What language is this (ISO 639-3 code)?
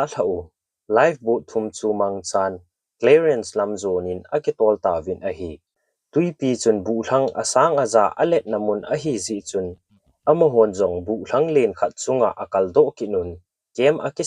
tcz